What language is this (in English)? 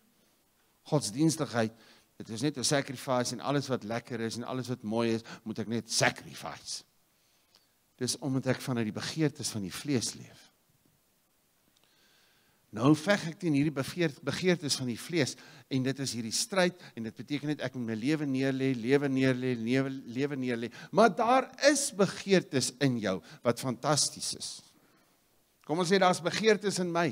Afrikaans